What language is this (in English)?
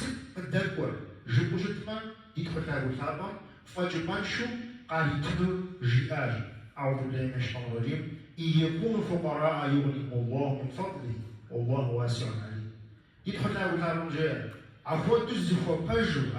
Kabardian